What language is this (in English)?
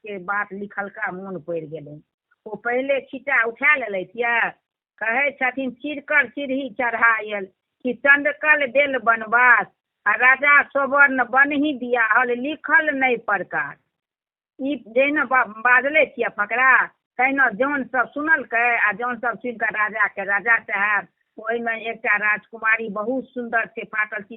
Maithili